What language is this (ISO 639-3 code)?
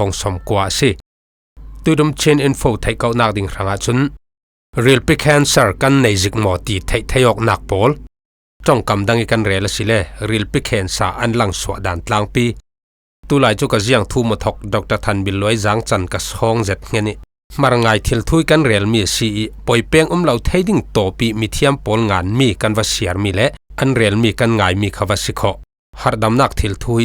cfm